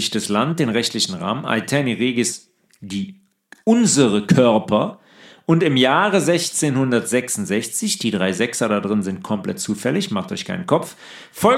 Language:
German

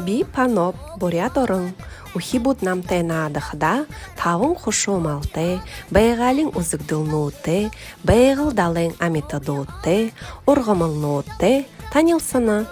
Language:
Buriat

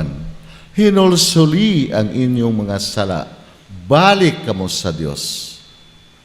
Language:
Cebuano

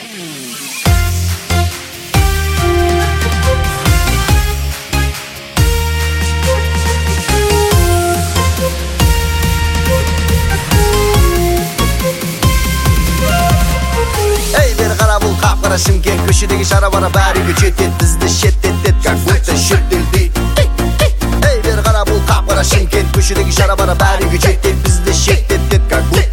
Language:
Kazakh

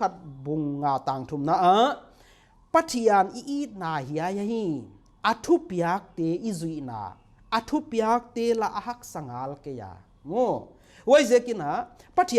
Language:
Paite Chin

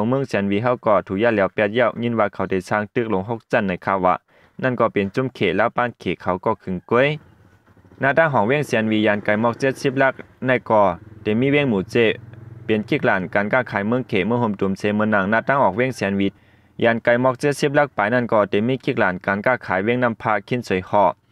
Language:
Shan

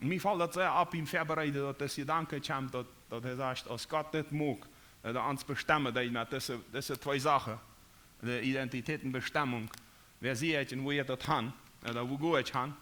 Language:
Plautdietsch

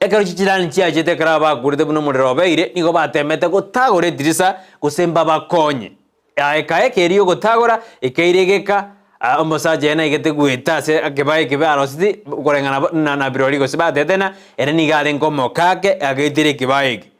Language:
Gusii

